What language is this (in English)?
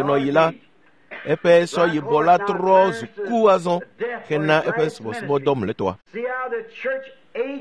Ewe